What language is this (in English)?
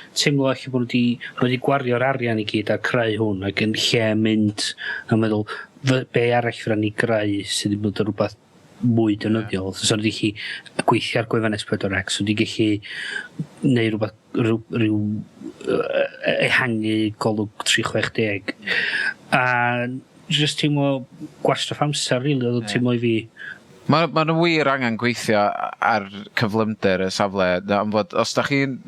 Welsh